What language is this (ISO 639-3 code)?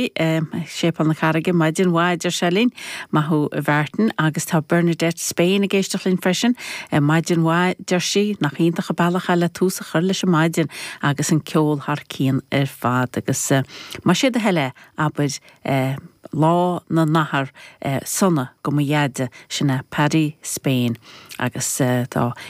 gle